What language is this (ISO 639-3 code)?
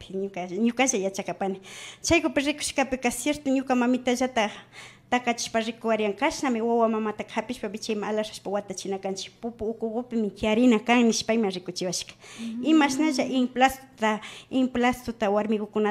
qvi